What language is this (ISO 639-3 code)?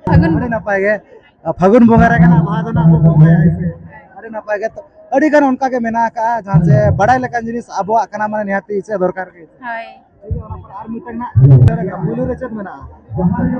sat